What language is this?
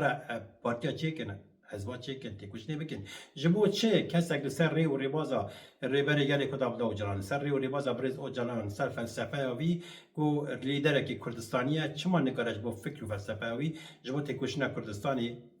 Kurdish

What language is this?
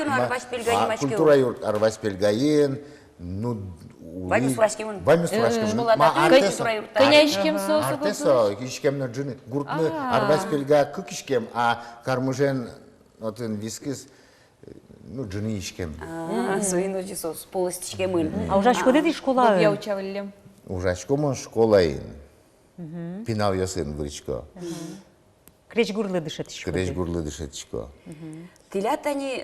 Udmurt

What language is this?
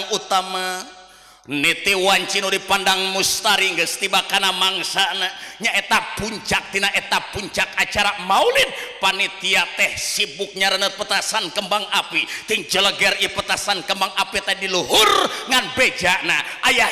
Sundanese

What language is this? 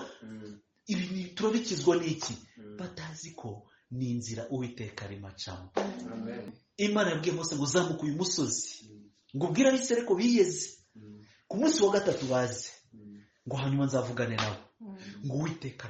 Kinyarwanda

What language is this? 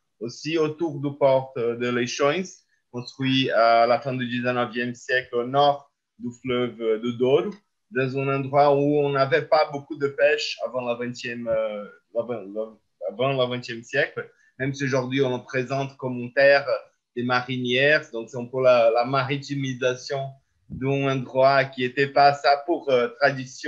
French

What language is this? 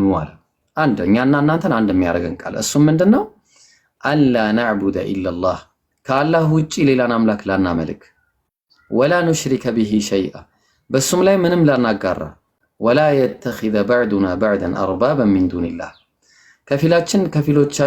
Amharic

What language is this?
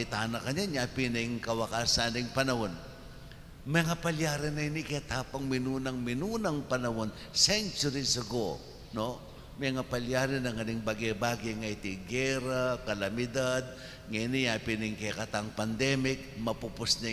Pampanga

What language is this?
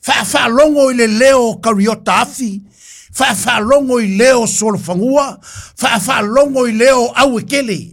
Samoan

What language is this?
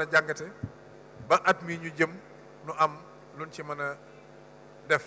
Wolof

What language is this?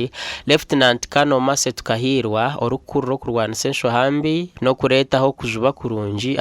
Nyankole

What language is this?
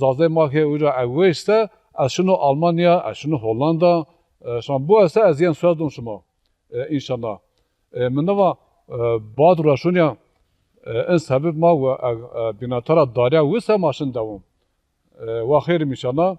Zaza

